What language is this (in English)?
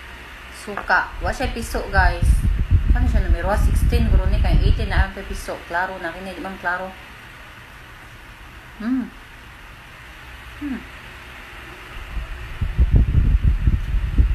Cebuano